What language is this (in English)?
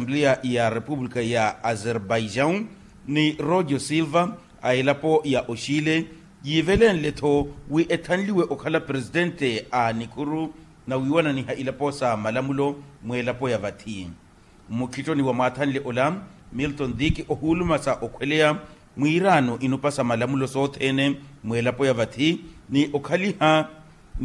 Makhuwa